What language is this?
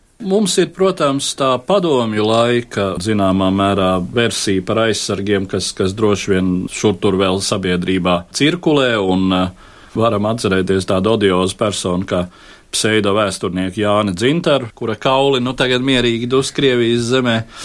Latvian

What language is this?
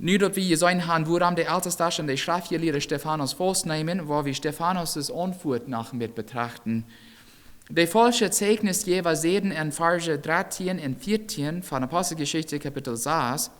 Plautdietsch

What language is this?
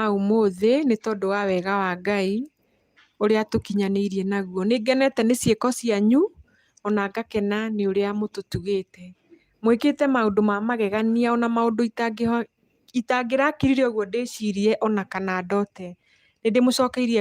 Kikuyu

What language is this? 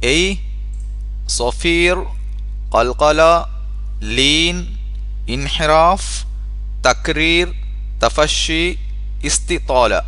Divehi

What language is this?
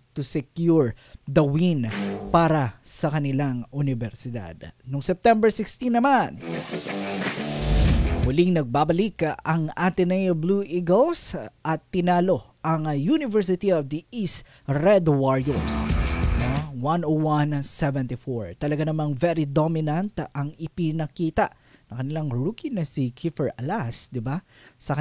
Filipino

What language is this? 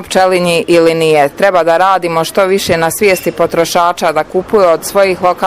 Bosnian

